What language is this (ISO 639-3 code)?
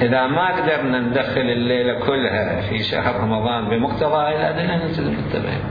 acm